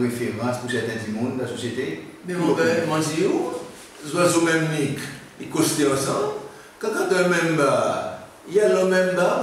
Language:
Seselwa Creole French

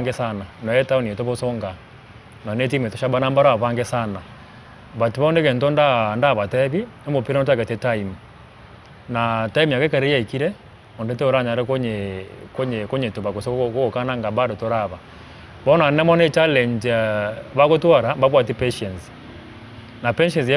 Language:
Gusii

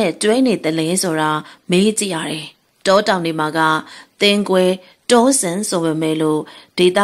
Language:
Burmese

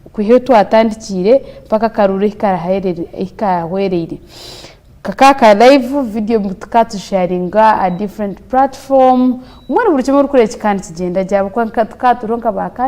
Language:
Nyankole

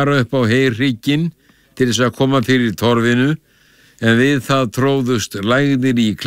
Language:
Icelandic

